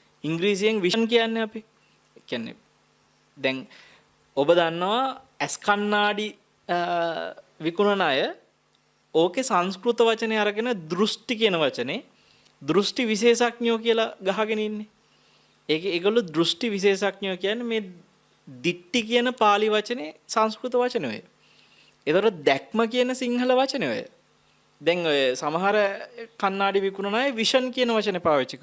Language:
Sinhala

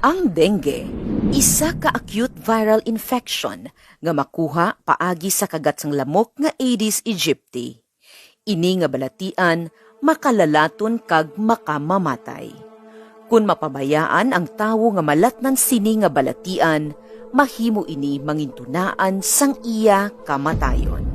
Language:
Hiligaynon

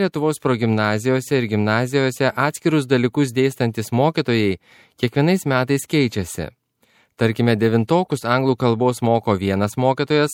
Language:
Lithuanian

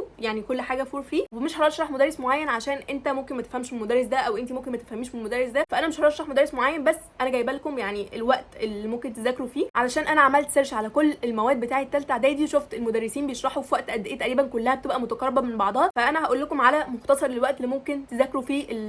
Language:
Egyptian Arabic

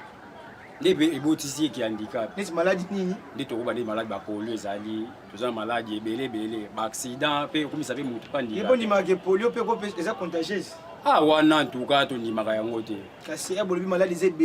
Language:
Lingala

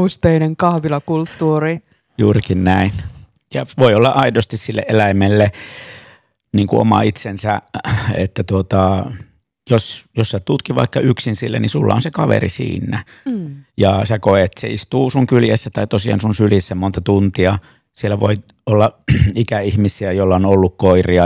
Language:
Finnish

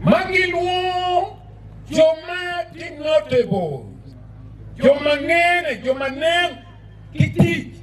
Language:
Acoli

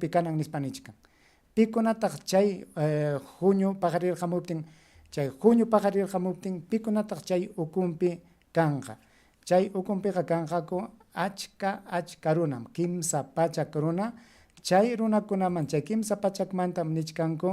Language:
Ayacucho Quechua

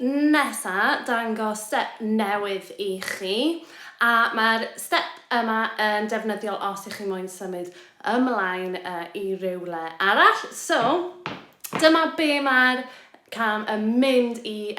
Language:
Welsh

